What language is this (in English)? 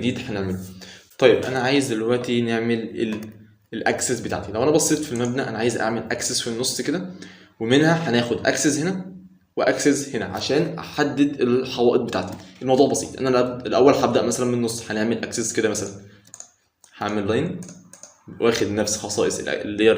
Egyptian Arabic